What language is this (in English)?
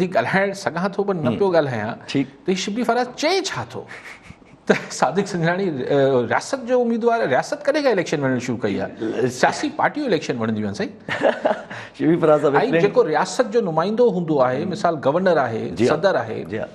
Sindhi